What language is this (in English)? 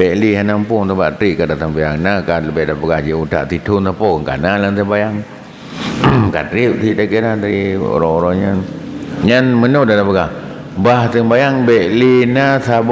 Achinese